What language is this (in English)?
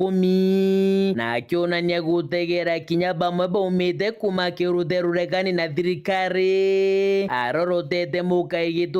Meru